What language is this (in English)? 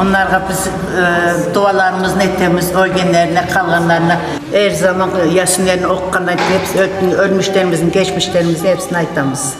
Crimean Tatar